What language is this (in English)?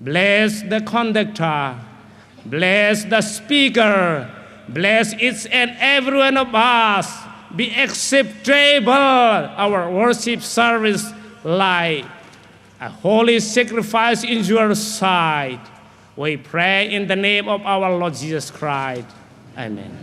Hmar